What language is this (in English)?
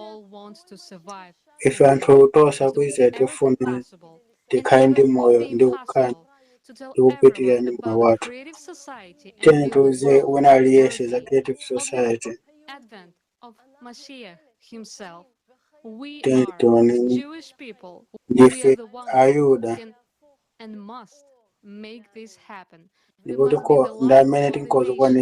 Nyanja